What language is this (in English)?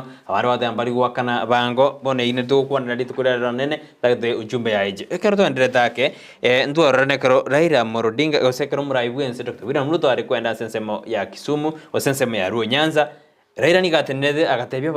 Gusii